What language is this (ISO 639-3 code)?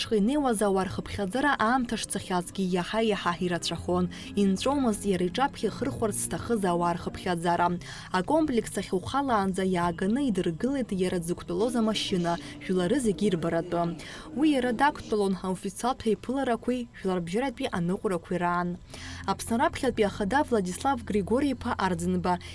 abk